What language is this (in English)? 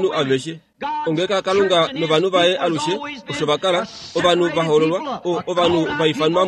Kuanyama